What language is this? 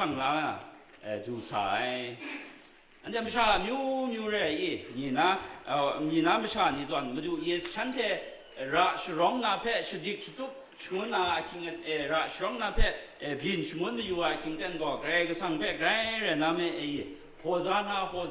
Kachin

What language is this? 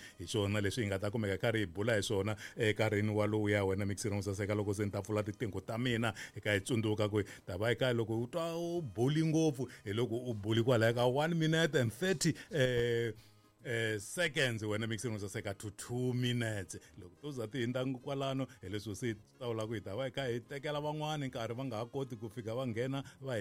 Tsonga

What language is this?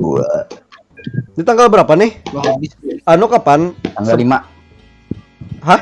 Banjar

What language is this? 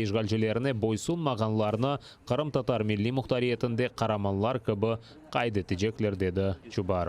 Crimean Tatar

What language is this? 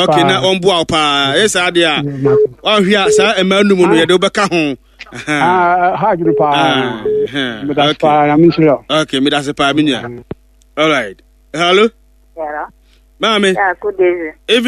Akan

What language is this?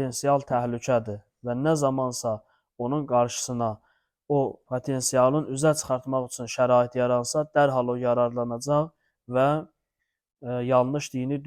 Azerbaijani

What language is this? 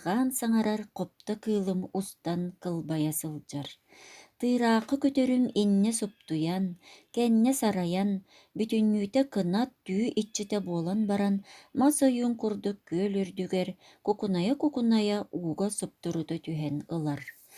Yakut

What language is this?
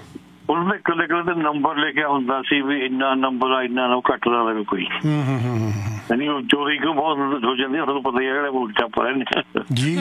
Punjabi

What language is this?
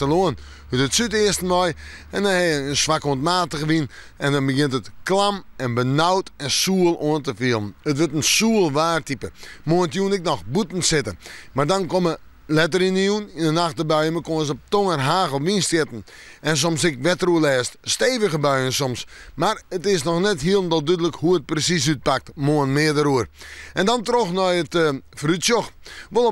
Western Frisian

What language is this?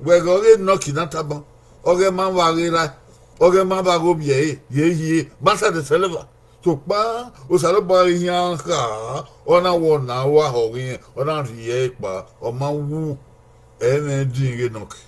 Bini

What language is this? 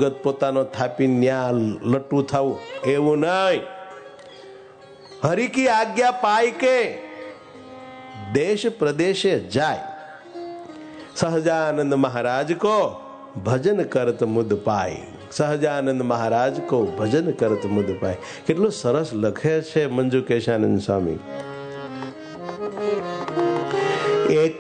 Gujarati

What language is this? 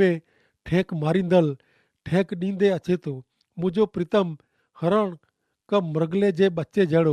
Kachhi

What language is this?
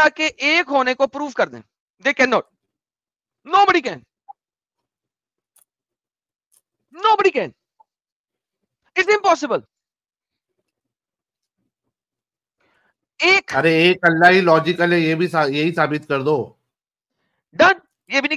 Urdu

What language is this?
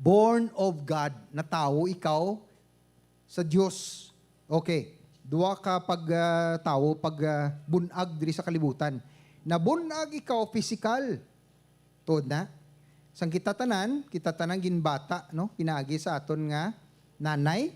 Hiligaynon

